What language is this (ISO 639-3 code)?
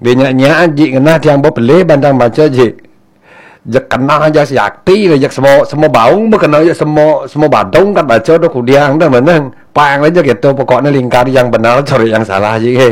ban